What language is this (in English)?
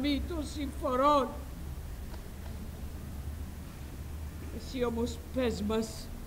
Greek